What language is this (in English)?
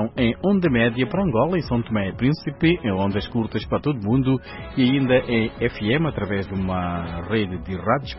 Portuguese